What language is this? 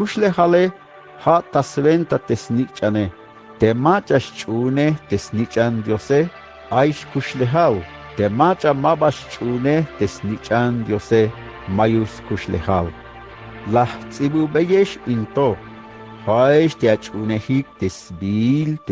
Tzeltal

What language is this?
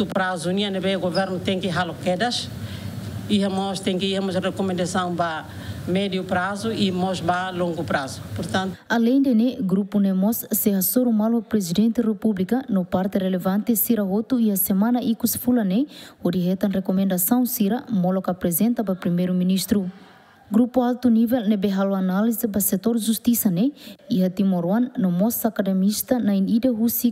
Tetum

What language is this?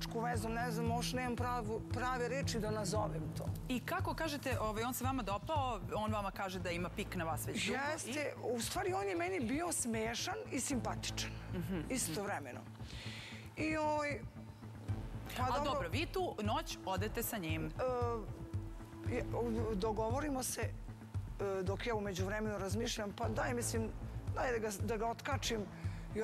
Serbian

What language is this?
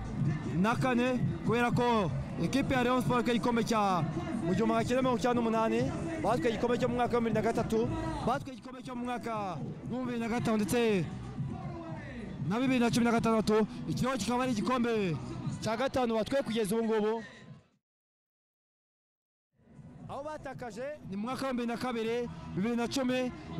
Kinyarwanda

